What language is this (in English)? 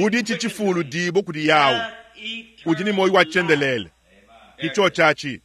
Luba-Lulua